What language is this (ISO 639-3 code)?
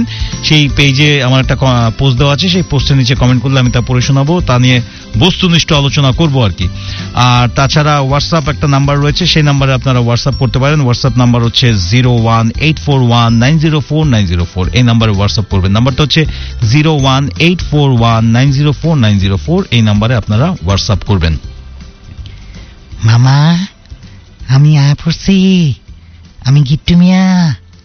ben